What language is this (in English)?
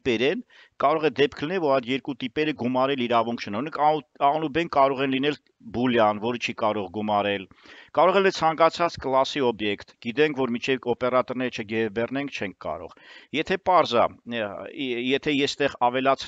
Armenian